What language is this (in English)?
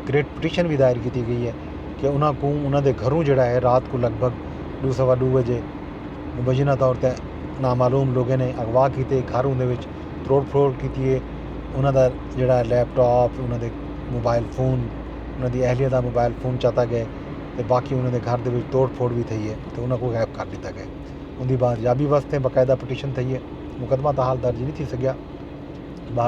Saraiki